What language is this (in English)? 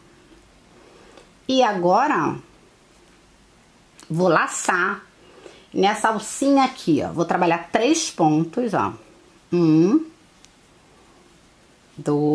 Portuguese